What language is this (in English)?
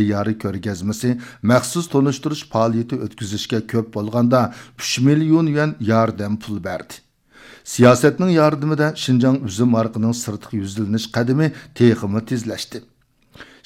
Uyghur